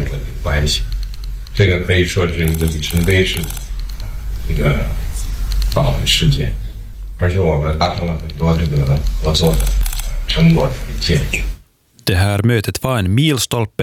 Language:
Swedish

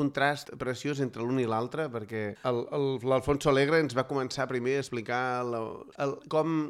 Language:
Catalan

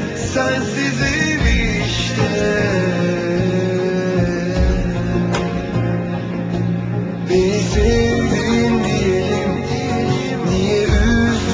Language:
Turkish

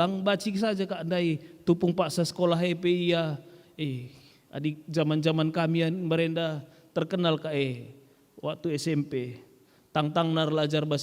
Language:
Batak Karo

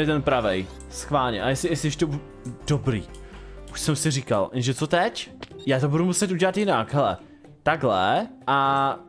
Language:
Czech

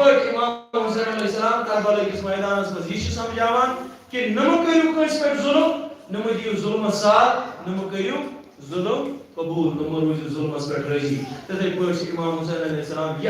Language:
Kashmiri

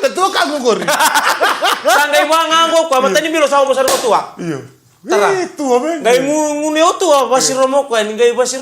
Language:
Fijian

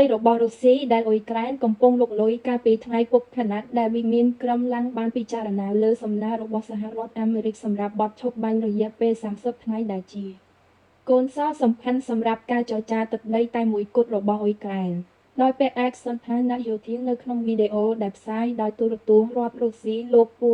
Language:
Khmer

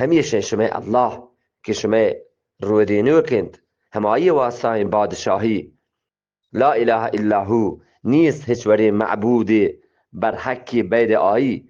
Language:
Eastern Balochi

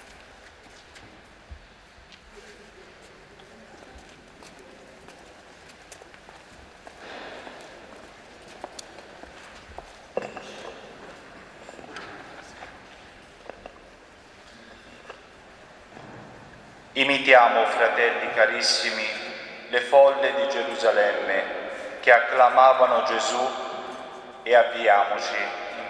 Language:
Italian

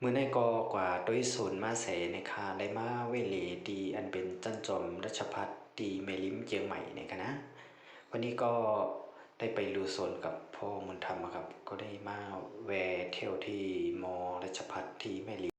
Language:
Shan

